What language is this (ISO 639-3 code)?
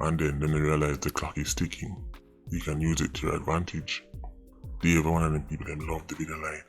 jam